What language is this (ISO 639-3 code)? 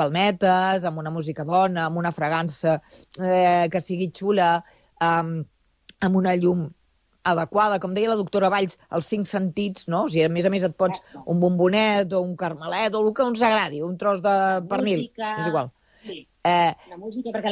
cat